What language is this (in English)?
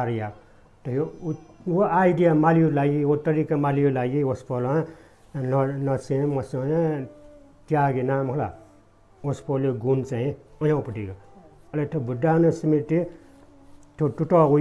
Newari